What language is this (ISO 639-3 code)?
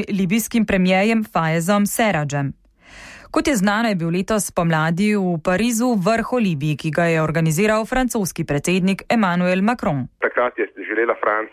slv